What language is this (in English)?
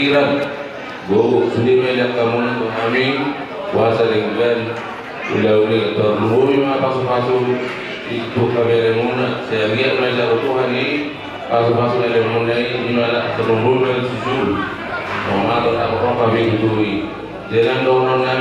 Batak Toba